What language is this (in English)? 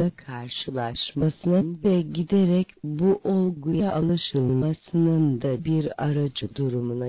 Turkish